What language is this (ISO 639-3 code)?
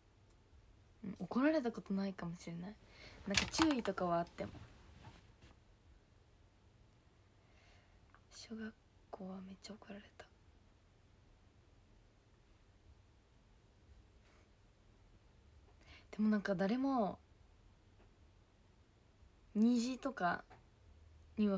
jpn